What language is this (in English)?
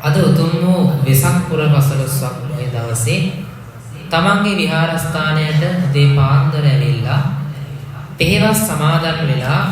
Sinhala